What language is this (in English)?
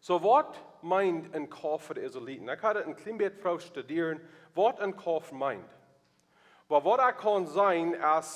Plautdietsch